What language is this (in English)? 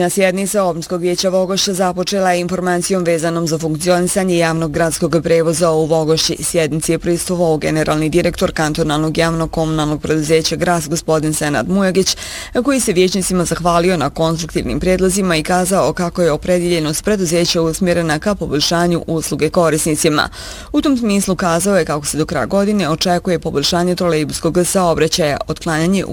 Bosnian